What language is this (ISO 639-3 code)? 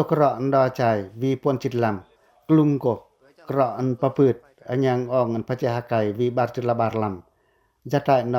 pac